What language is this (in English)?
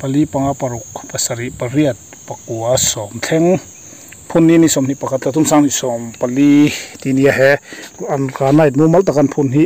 Mizo